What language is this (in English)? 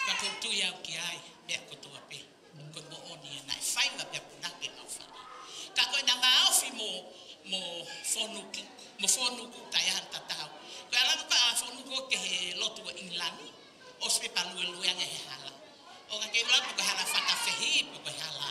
Tongan